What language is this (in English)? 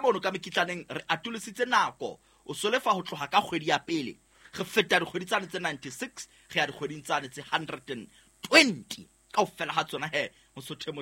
Southern Sotho